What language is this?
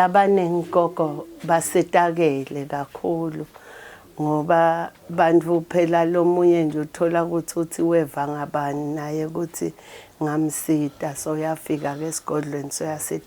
Zulu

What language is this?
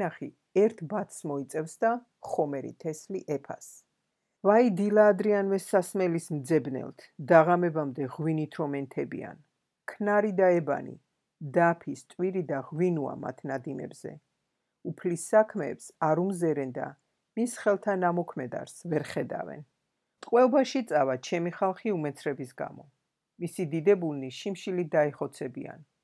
Georgian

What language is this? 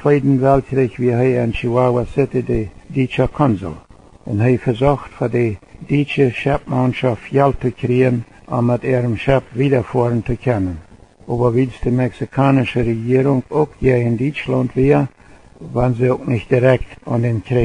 Plautdietsch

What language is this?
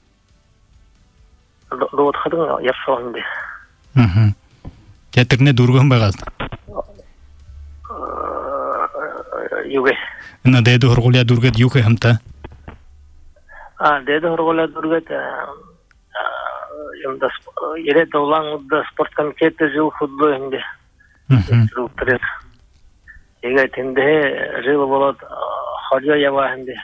Buriat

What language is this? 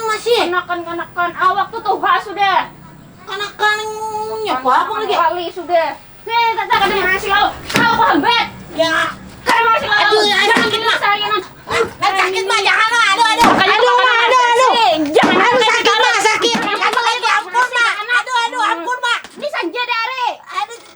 Banjar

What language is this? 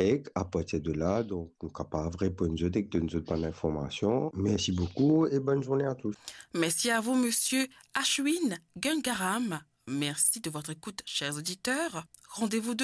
Morisyen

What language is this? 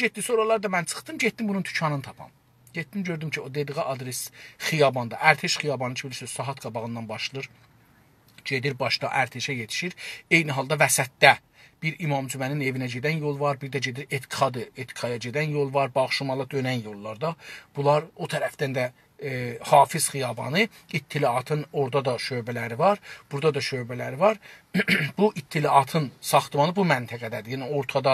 South Azerbaijani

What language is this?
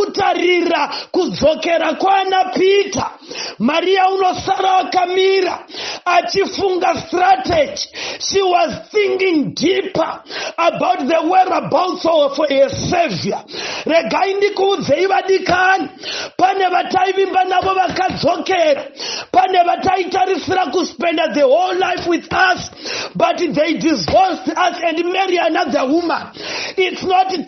Shona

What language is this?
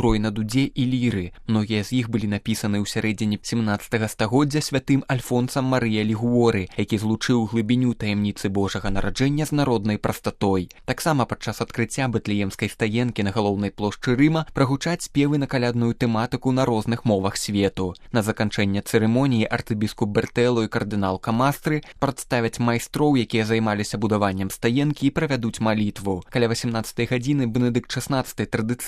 Belarusian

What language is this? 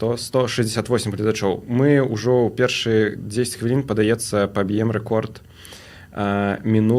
Belarusian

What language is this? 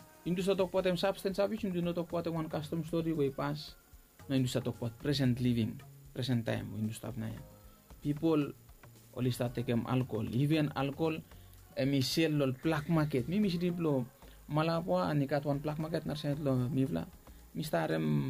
Bislama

